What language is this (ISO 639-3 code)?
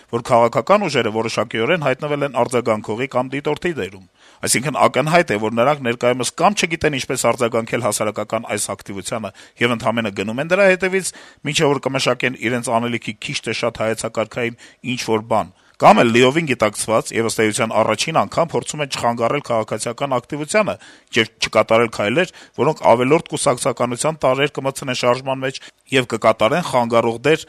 hye